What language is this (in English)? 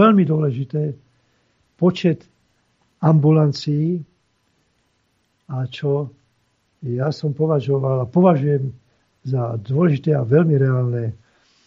Slovak